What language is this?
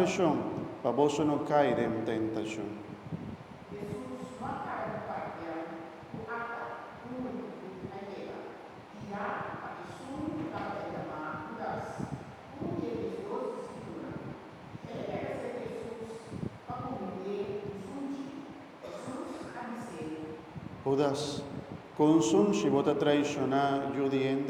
Papiamento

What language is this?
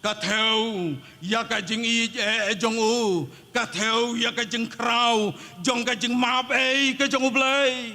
Khasi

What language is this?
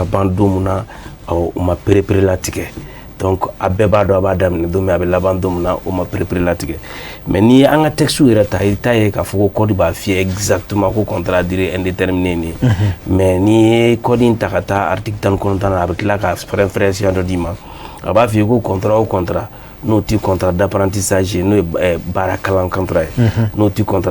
Bambara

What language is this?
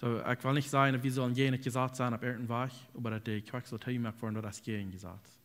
Plautdietsch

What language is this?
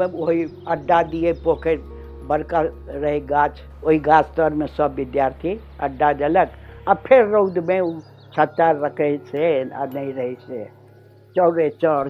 Maithili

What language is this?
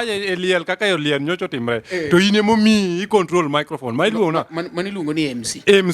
Luo (Kenya and Tanzania)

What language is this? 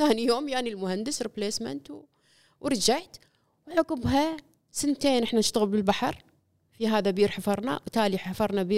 Gulf Arabic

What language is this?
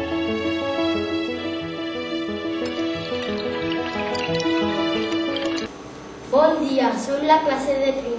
Catalan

